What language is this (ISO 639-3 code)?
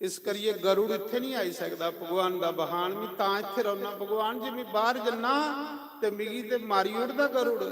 doi